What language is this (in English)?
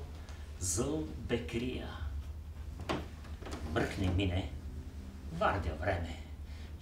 Bulgarian